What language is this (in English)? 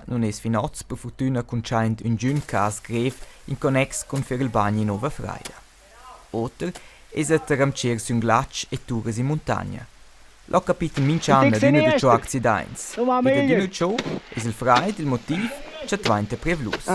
Romansh